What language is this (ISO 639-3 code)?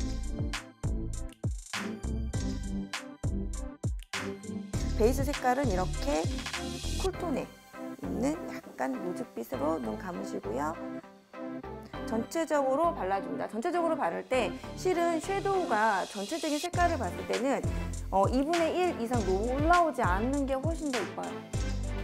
kor